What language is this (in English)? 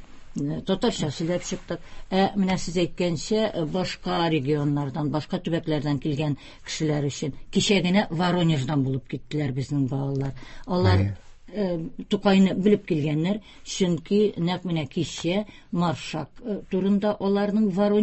Tatar